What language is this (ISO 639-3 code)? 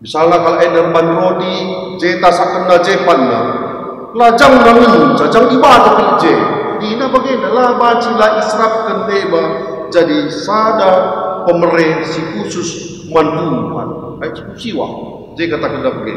btx